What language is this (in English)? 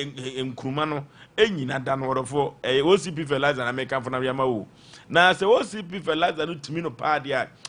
Akan